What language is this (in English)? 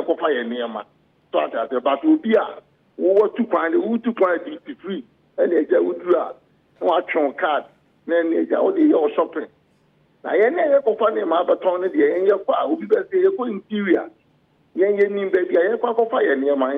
Akan